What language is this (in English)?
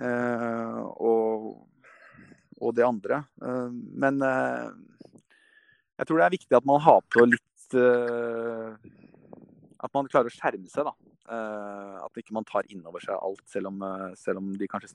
Norwegian